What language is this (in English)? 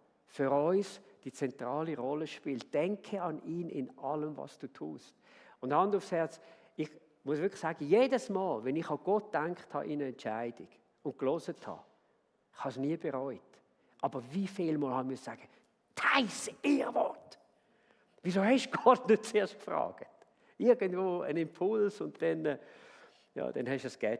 Swiss German